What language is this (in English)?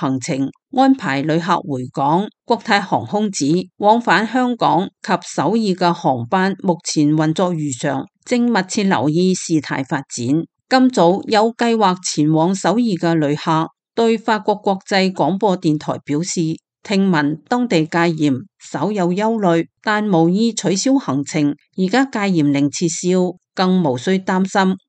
Cantonese